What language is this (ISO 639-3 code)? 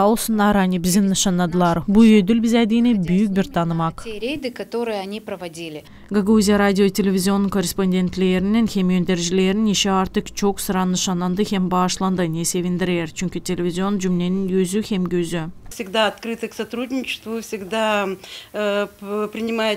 gag